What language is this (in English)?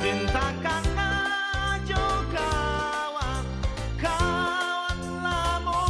Minangkabau